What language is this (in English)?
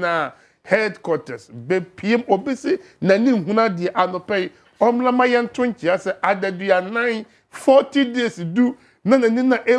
Akan